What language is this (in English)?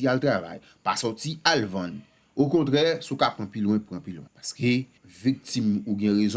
Haitian Creole